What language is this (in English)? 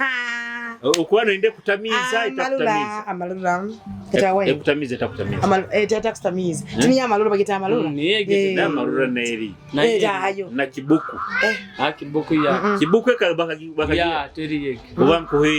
Nyoro